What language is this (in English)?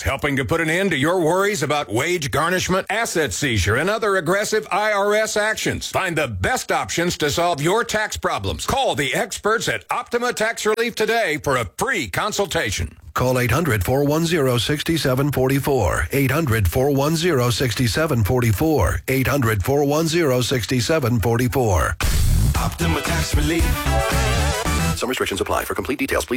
English